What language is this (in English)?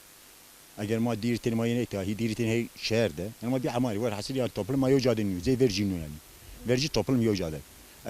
Zaza